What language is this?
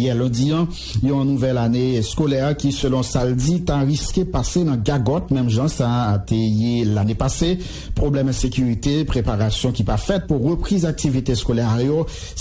Haitian Creole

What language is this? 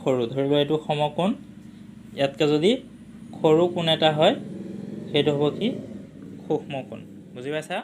Assamese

